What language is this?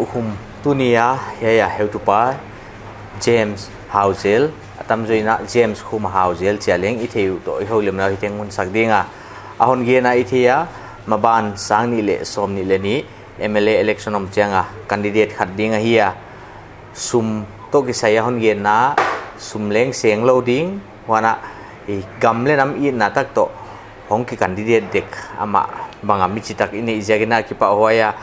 Paite Chin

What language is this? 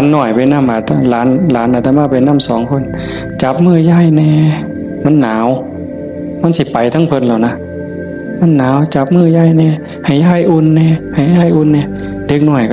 Northeastern Thai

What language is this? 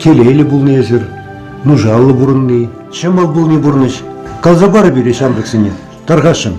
Chuvash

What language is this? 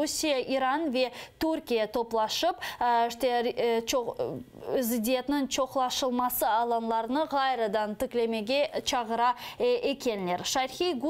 Crimean Tatar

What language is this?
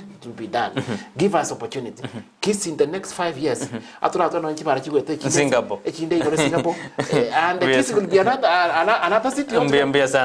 Gusii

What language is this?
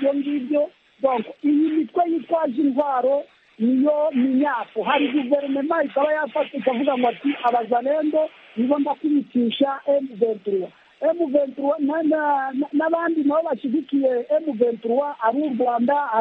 Kinyarwanda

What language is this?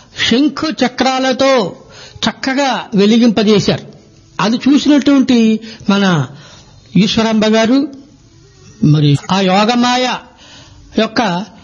Telugu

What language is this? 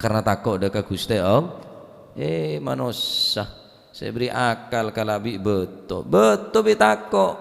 Madurese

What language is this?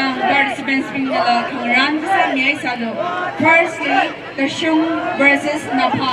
Tangkhul Naga (India)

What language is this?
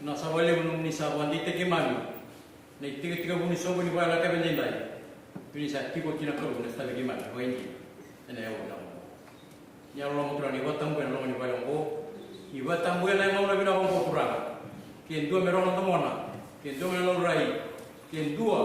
Fijian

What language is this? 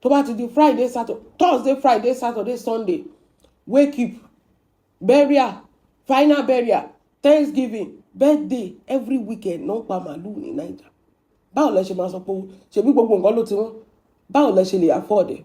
Yoruba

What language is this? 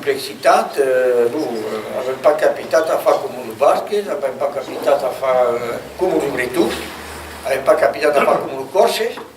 Occitan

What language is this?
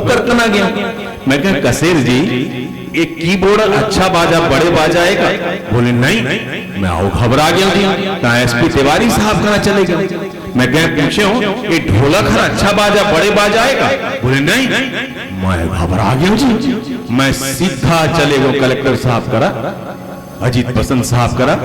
Chhattisgarhi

